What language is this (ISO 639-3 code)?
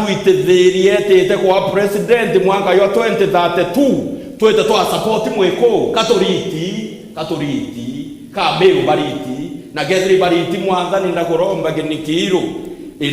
mer